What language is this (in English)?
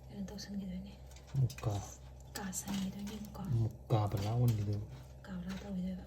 Manipuri